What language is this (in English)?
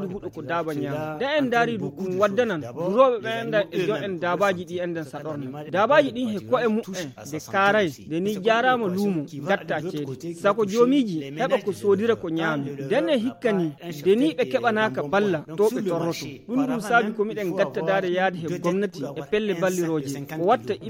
Fula